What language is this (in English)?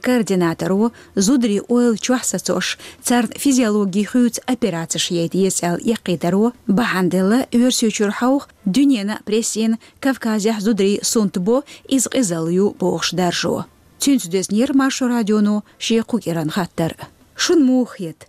Chechen